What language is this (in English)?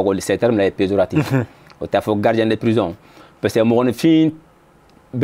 Bambara